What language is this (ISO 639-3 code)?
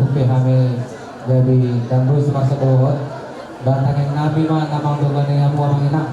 bbc